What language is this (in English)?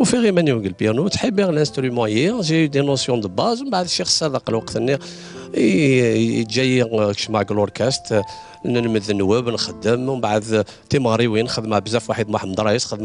Kabyle